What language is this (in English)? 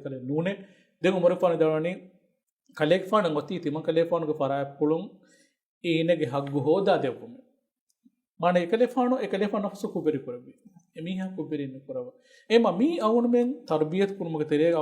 Divehi